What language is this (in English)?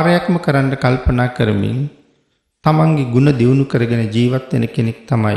Sinhala